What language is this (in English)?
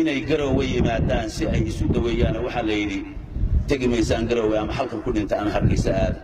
Somali